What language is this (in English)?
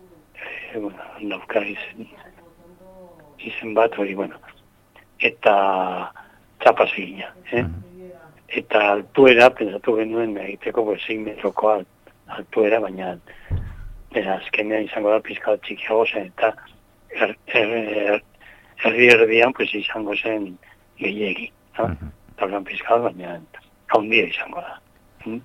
Basque